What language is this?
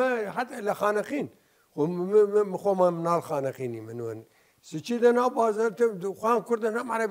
Southern Kurdish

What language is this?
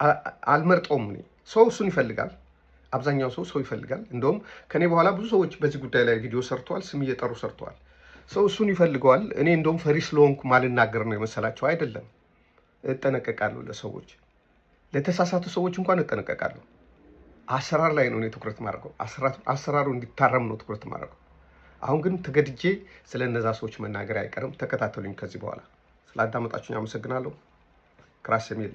Amharic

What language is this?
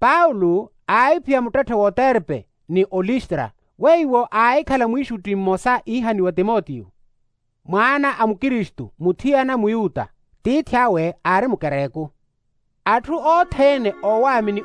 Makhuwa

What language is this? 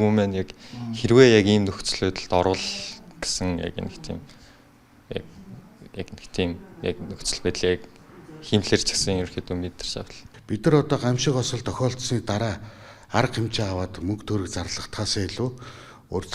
Mongolian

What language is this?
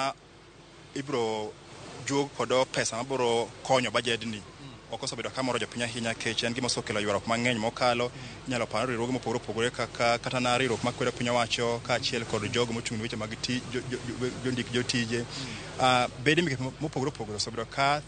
Luo (Kenya and Tanzania)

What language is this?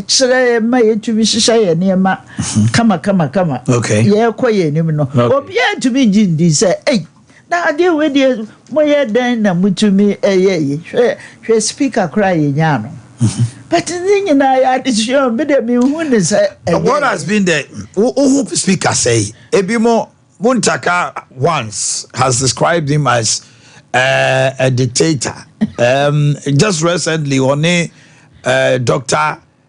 Akan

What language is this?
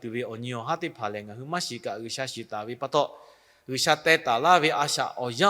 Lahu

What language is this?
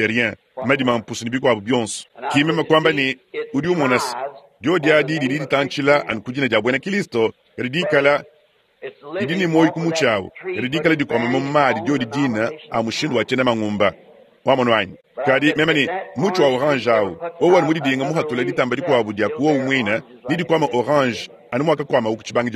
Luba-Lulua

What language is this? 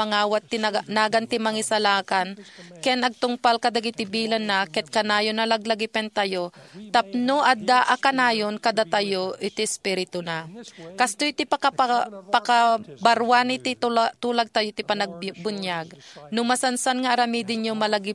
Iloko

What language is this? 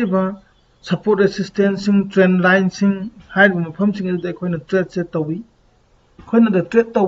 Manipuri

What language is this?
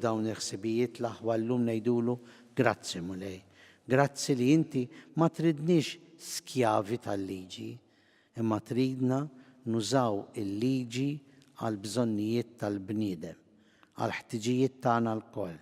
Maltese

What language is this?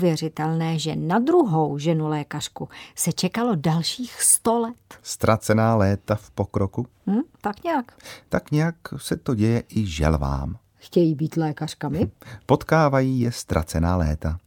Czech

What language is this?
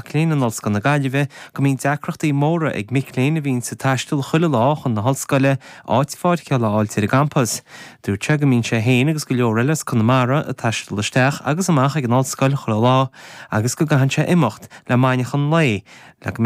Irish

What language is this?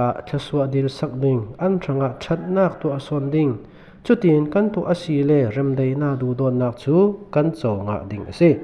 Falam Chin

